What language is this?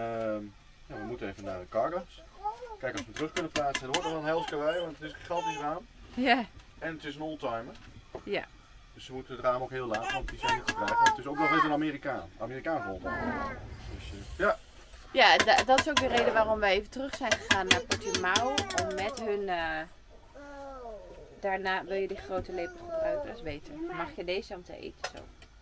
Dutch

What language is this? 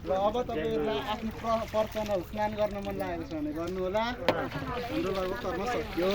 Nepali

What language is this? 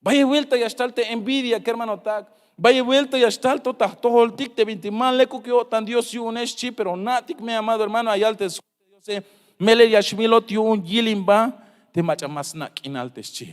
Tzeltal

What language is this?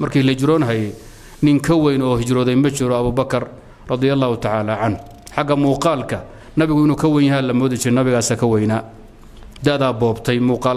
Somali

